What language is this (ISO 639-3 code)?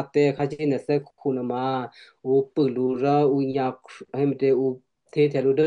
kyu